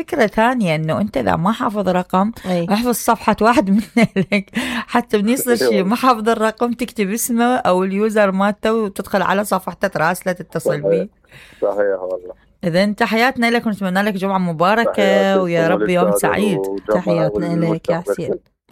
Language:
Mesopotamian Arabic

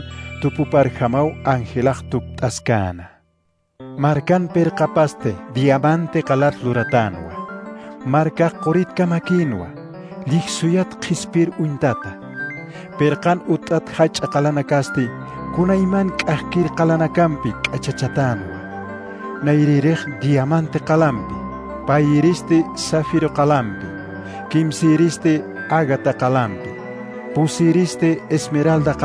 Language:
Aymara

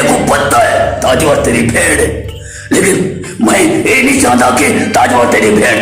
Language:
Saraiki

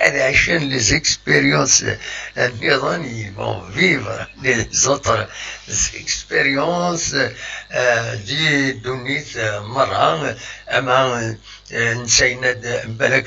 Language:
Kabyle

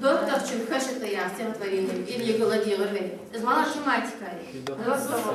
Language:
Ingush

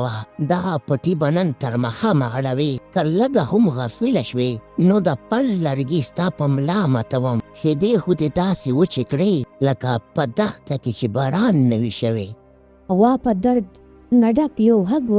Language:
Pashto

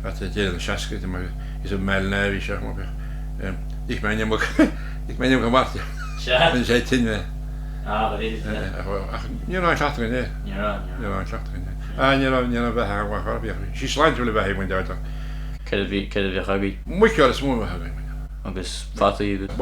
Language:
Irish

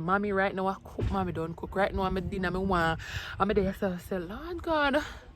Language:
Jamaican Creole English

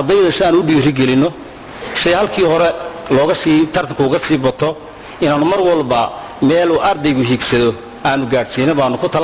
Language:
Somali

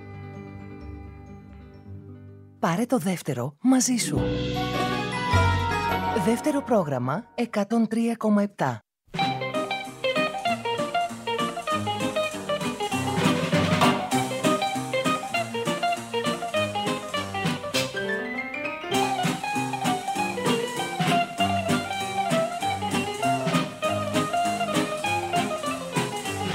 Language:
Greek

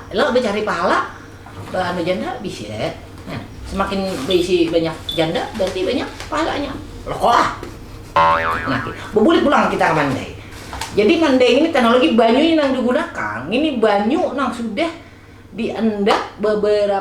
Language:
Banjar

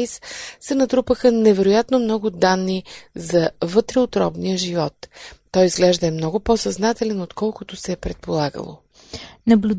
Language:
Bulgarian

